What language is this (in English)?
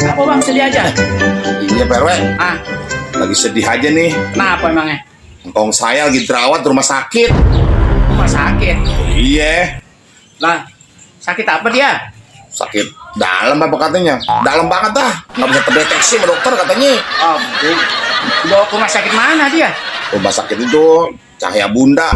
Betawi